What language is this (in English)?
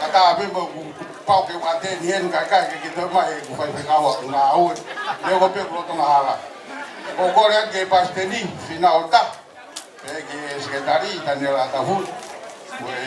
Tongan